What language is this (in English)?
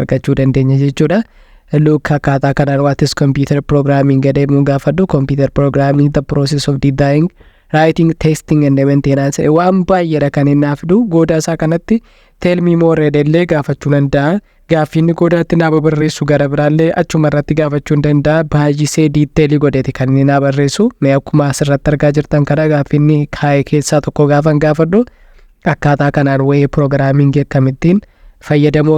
Oromo